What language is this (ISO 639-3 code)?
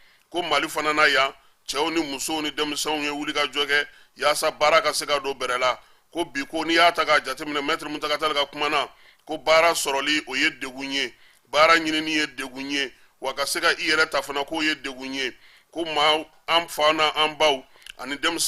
bam